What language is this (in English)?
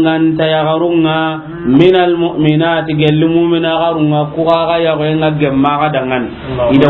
Soninke